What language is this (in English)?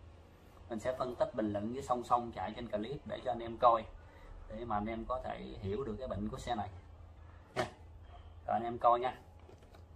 Vietnamese